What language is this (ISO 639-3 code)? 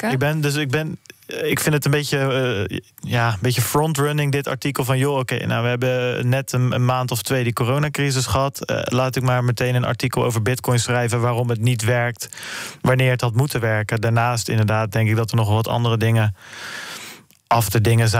nld